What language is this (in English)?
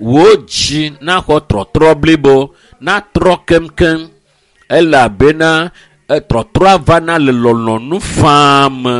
Ewe